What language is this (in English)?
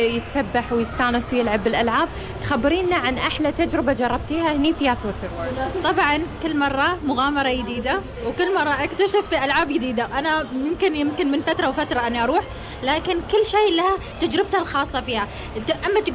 Gulf Arabic